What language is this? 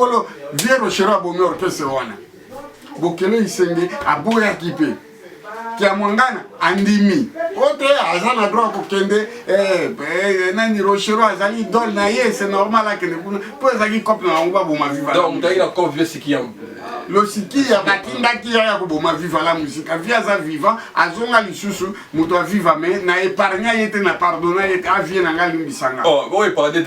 Lingala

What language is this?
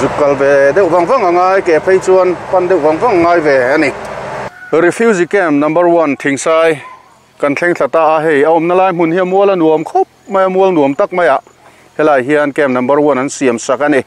Mizo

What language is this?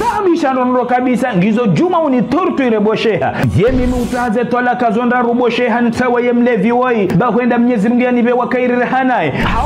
Ngazidja Comorian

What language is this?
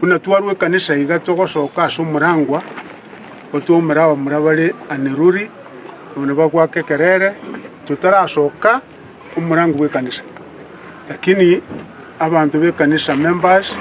Gusii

